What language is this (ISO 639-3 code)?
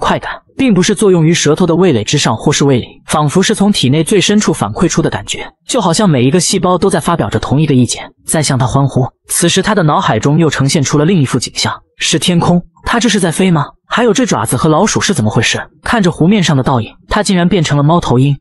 zho